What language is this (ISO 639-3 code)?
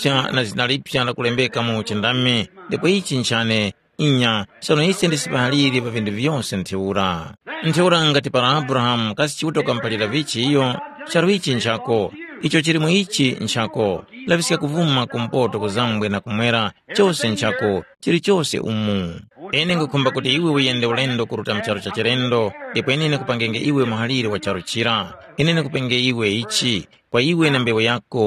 tum